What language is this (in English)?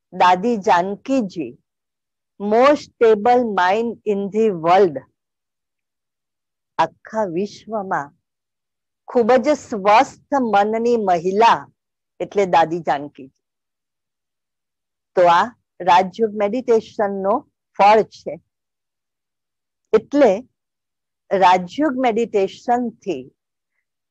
Gujarati